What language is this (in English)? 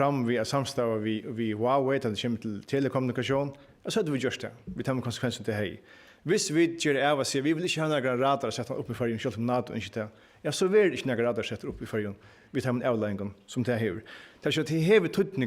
Faroese